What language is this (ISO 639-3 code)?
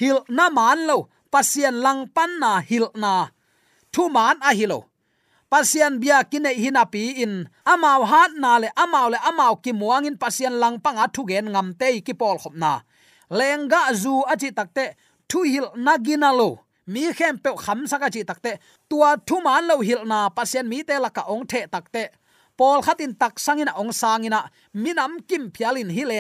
ctd